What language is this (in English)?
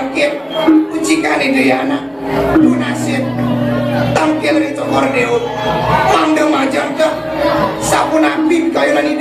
Balinese